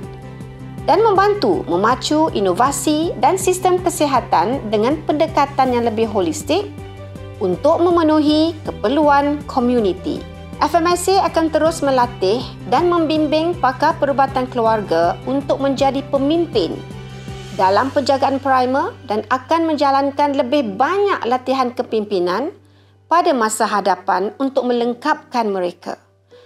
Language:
Malay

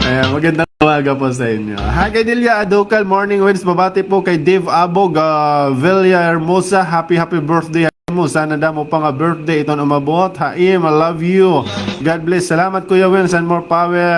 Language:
Waray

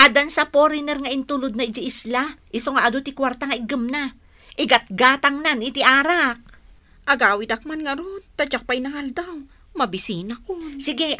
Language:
Iloko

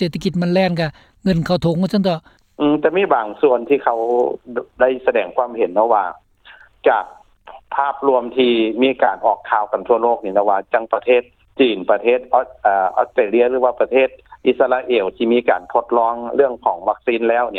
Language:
Lao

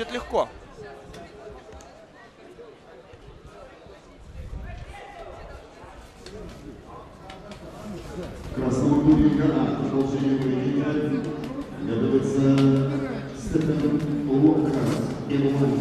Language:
Russian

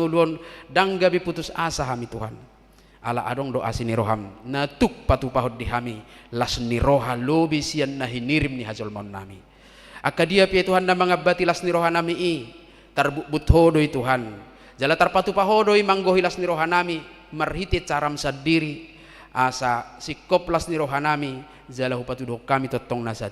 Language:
Batak Toba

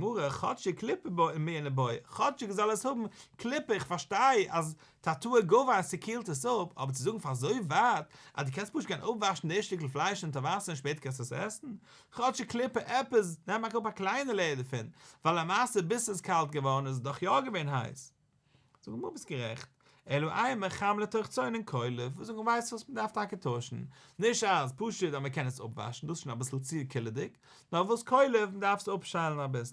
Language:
Yiddish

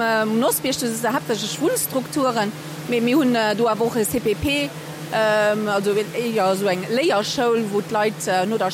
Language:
Luxembourgish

